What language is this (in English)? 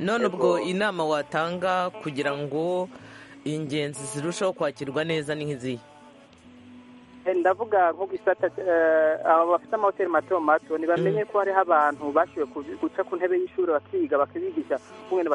Kinyarwanda